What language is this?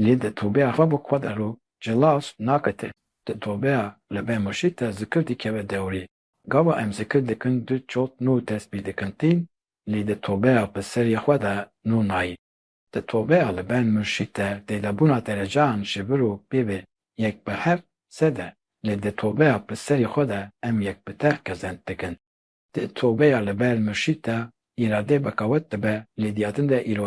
Kurdish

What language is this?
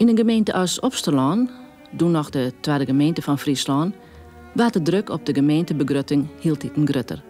Western Frisian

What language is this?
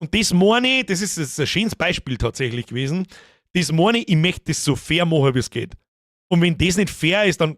Bavarian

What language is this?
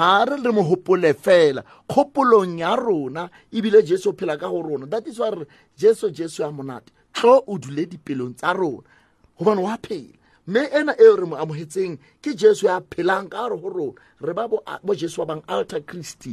Southern Sotho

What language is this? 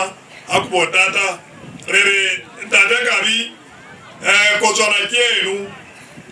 Southern Sotho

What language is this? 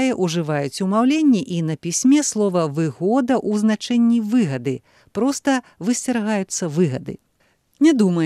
Belarusian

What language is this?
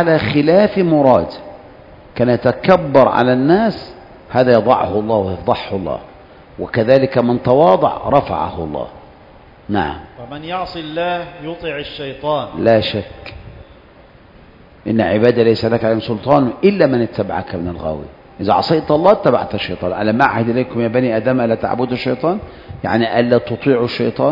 Arabic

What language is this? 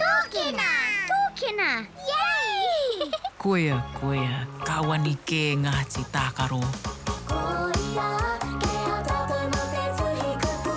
Māori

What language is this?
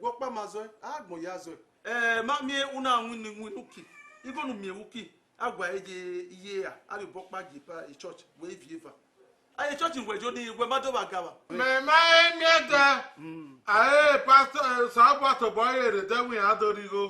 Bini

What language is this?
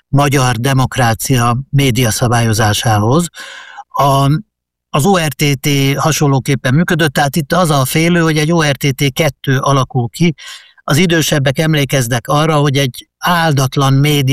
Hungarian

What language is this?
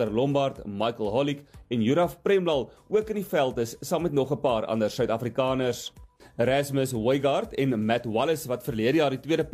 Afrikaans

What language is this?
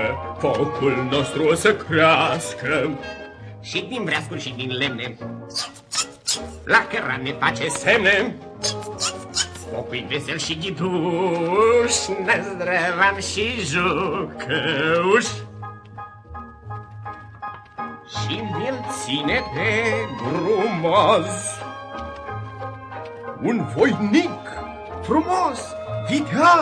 Romanian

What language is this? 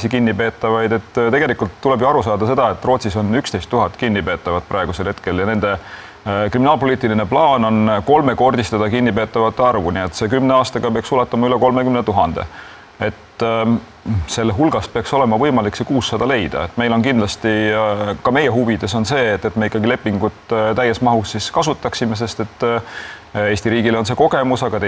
Estonian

